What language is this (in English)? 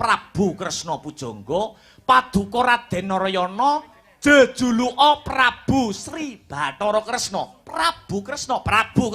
Javanese